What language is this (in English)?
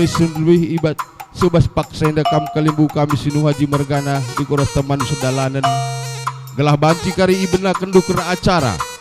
Batak Karo